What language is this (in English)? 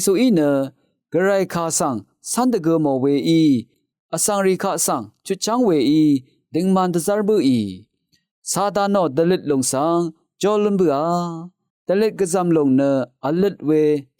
Rawang